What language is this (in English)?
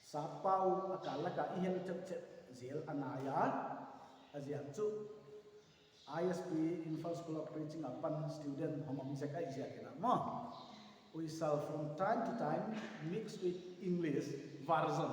Paite Chin